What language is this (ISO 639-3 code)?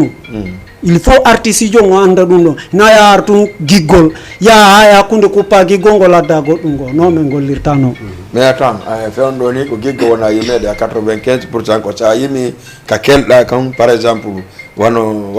ful